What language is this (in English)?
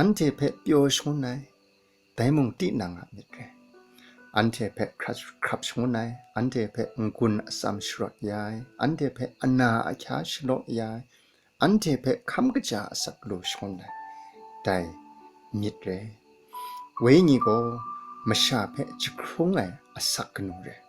Kachin